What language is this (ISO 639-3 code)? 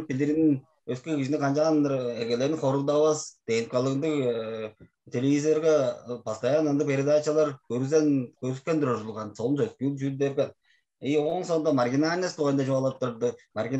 tyv